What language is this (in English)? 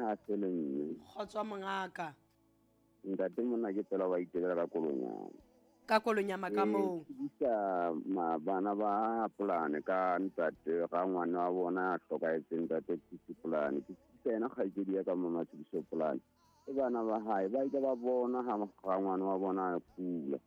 Southern Sotho